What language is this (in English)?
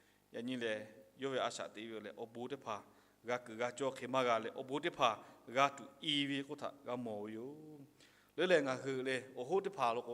Lahu